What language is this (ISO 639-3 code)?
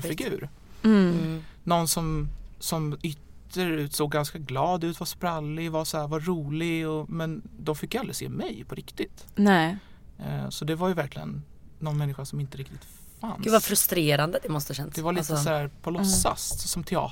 swe